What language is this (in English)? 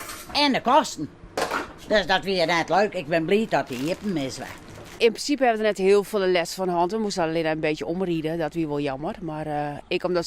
Western Frisian